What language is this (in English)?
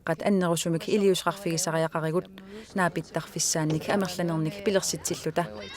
Kalaallisut